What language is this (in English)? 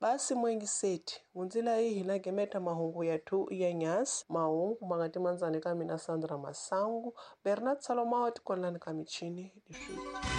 Tsonga